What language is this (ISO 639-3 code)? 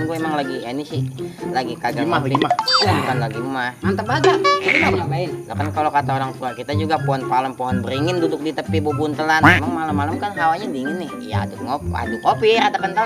bew